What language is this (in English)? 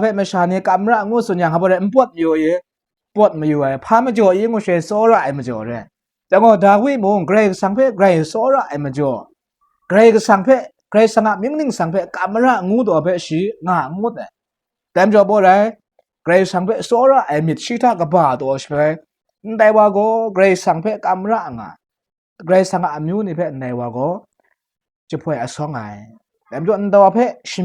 Kachin